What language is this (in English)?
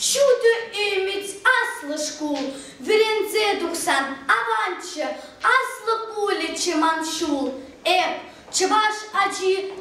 Chuvash